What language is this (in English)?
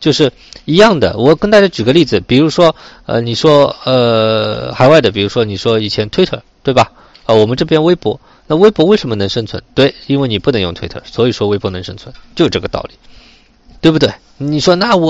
Chinese